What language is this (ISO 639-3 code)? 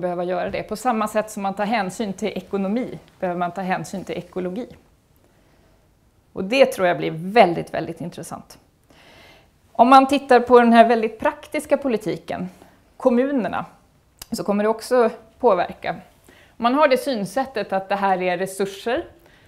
swe